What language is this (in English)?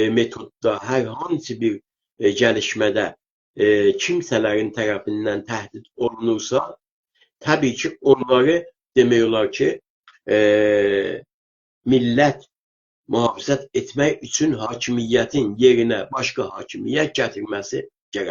South Azerbaijani